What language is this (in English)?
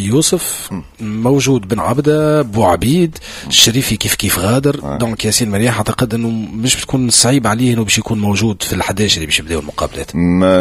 Tunisian Arabic